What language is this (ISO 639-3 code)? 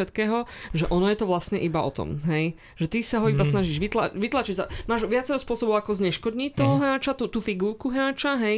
slk